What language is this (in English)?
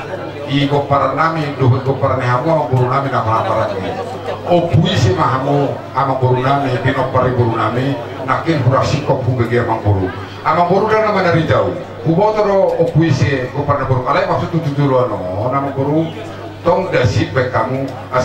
Batak Toba